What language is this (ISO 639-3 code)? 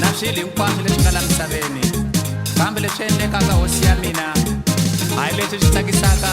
tso